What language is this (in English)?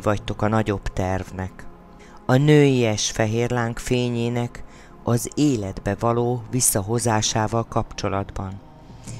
Hungarian